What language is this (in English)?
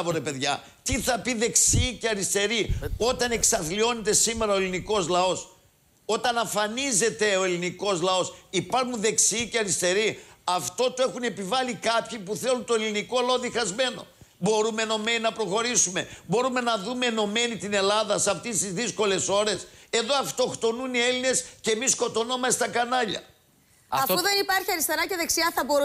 Greek